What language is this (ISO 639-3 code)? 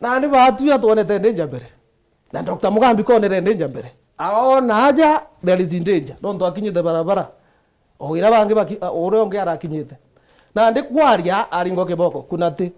mer